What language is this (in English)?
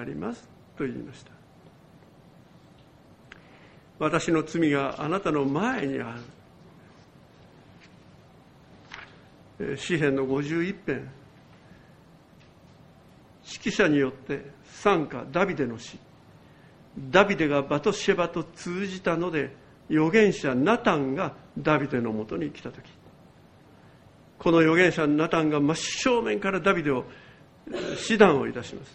Japanese